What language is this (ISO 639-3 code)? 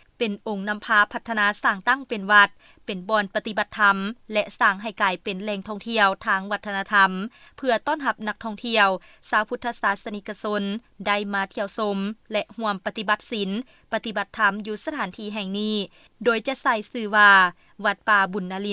lao